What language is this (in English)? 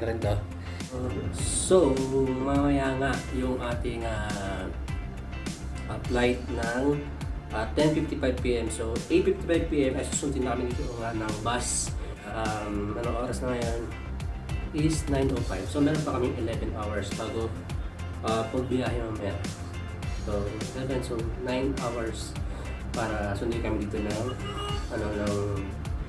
Filipino